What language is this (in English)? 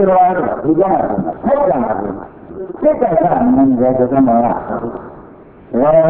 Burmese